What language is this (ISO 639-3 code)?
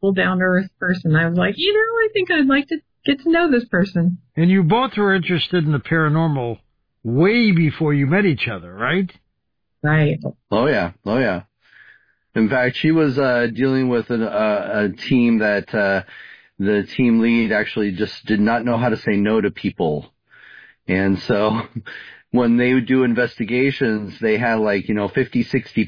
eng